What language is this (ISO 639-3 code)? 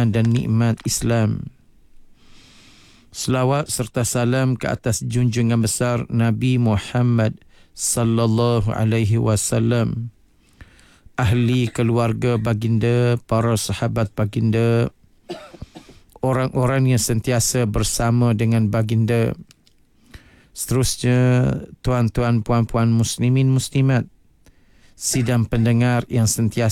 msa